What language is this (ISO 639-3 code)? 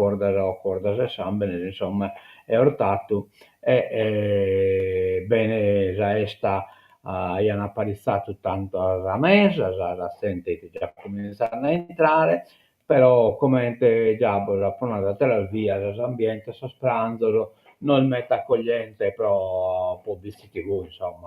srd